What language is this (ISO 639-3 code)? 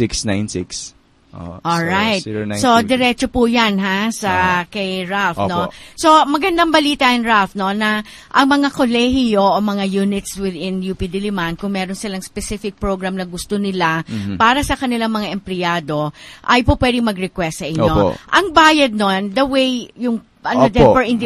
fil